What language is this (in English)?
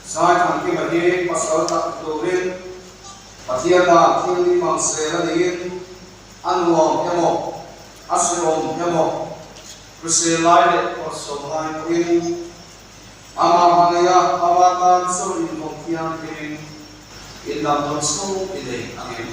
Mizo